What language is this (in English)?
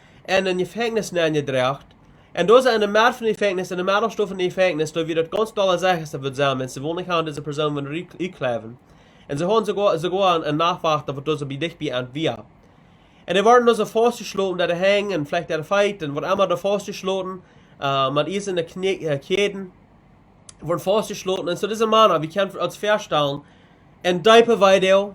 Plautdietsch